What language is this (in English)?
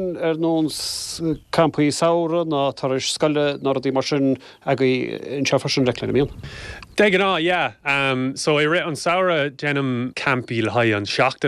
Irish